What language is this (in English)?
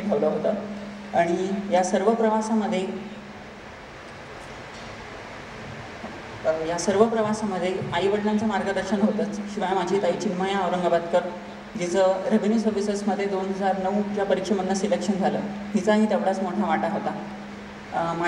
Marathi